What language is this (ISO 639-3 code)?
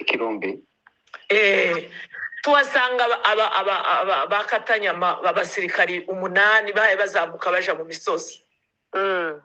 kin